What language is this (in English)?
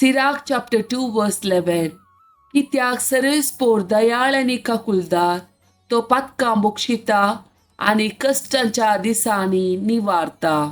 Konkani